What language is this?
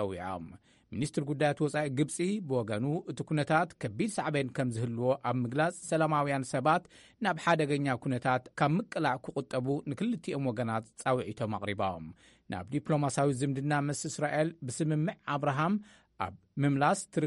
Tigrinya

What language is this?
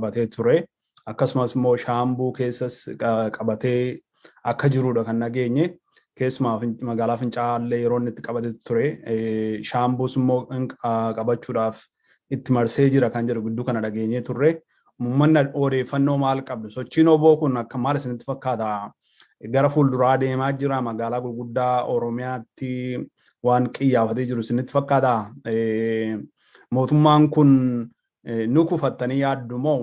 Oromo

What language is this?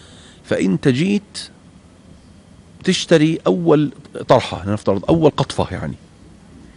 Arabic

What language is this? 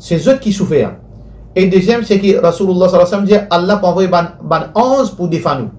Morisyen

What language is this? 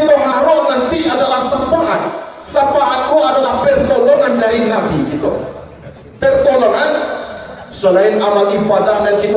Minangkabau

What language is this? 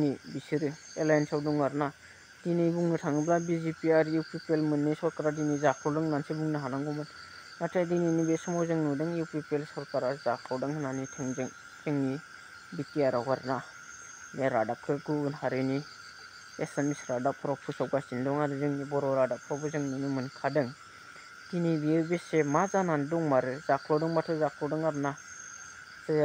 Bodo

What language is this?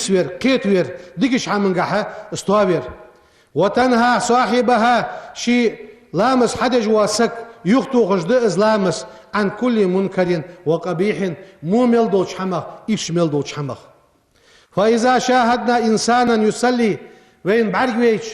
Ingush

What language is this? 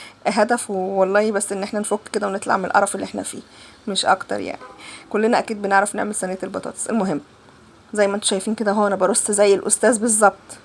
Egyptian Arabic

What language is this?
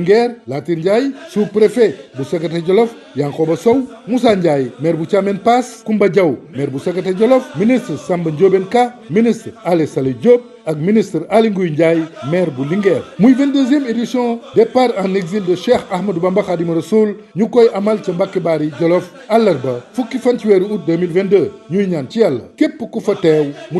Wolof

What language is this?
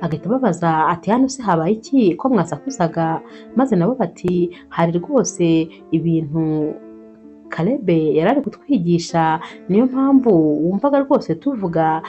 Kinyarwanda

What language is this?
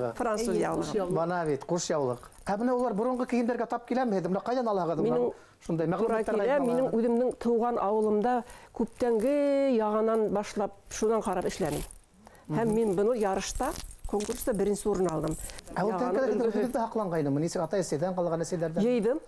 Bashkir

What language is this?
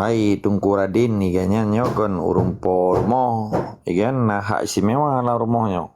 Achinese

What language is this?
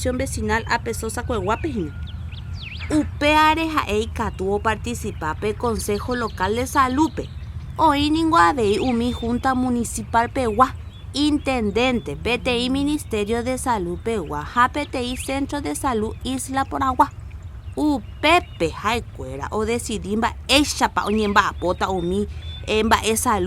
Guarani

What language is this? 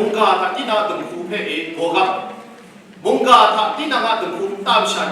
Kachin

